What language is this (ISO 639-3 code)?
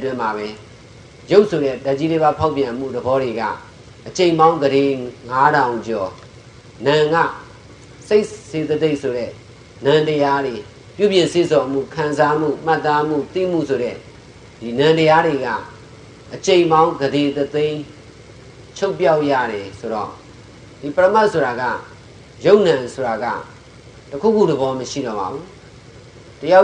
mya